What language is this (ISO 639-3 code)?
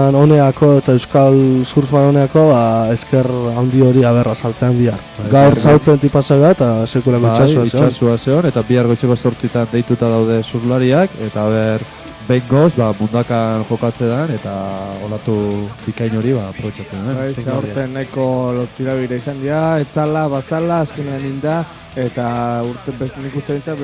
eus